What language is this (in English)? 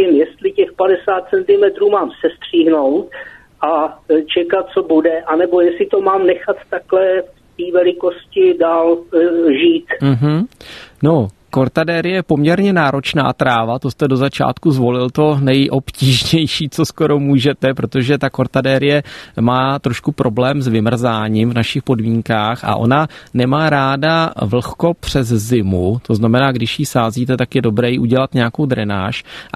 Czech